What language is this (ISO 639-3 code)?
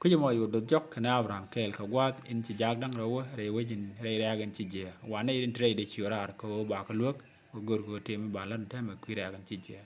nus